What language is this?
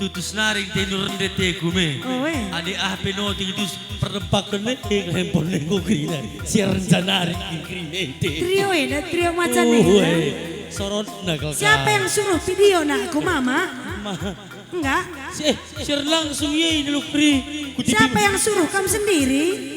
Batak Karo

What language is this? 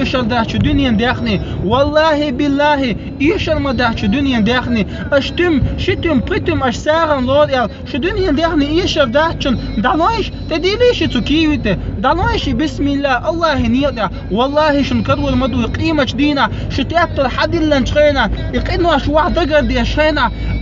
Chechen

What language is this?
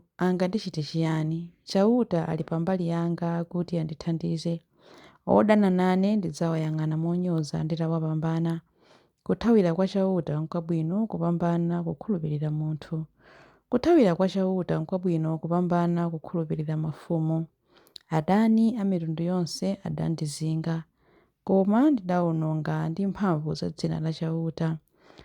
Nyanja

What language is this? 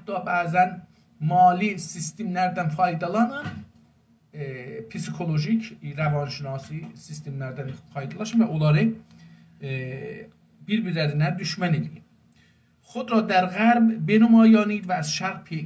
South Azerbaijani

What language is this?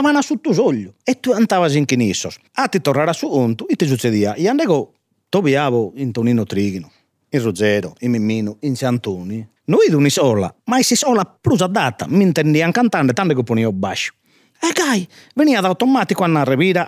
Sardinian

